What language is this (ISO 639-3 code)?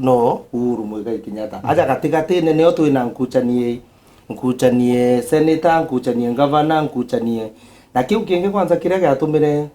mer